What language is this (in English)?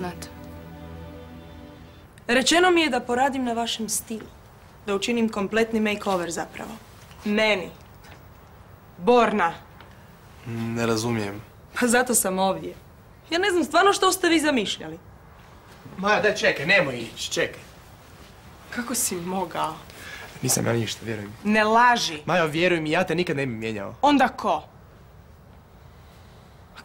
Croatian